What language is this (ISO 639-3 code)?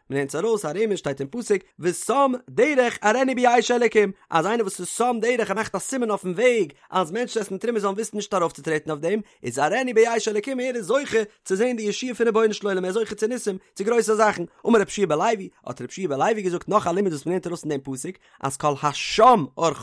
yid